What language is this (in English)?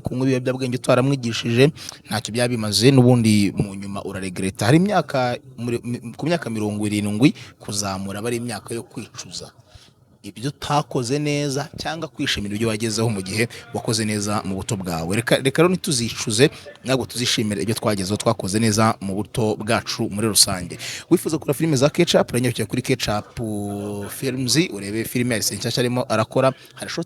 Kinyarwanda